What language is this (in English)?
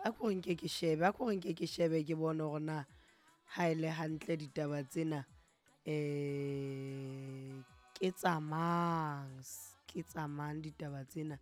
Southern Sotho